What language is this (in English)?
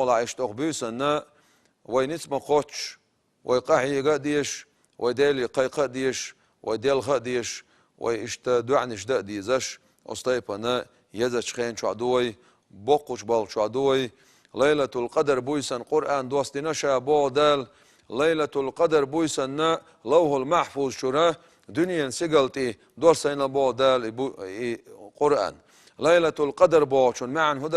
Chechen